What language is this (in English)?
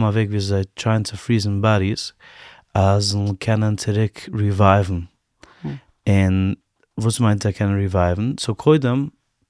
Yiddish